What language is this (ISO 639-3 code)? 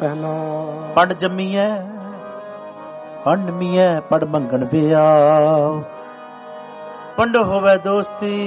pan